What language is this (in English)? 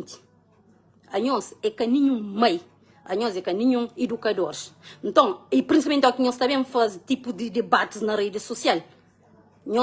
Kabuverdianu